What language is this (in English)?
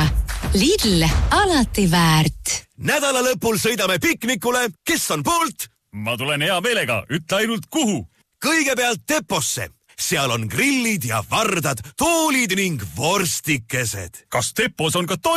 Estonian